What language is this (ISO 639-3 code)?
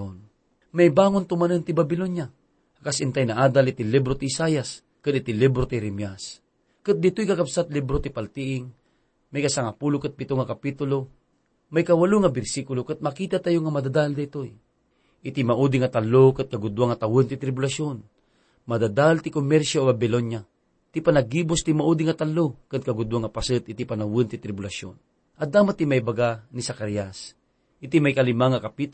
ilo